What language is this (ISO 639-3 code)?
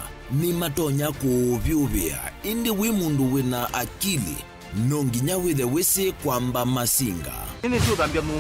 kam